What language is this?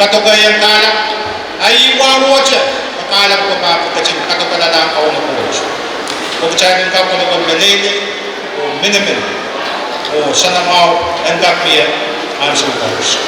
Pohnpeian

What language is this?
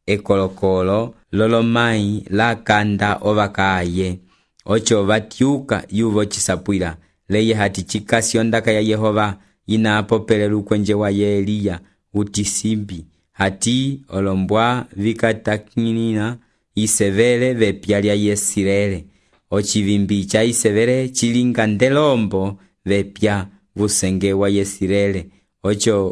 Umbundu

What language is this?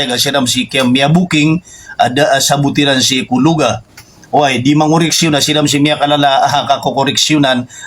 Maranao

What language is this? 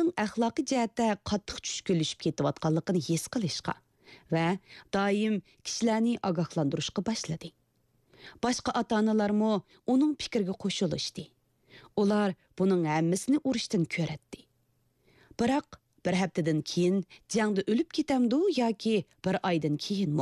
Kyrgyz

